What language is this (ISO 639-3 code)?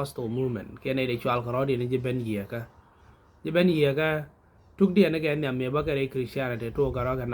nus